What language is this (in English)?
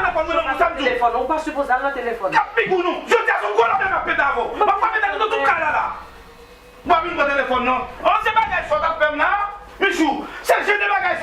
Haitian Creole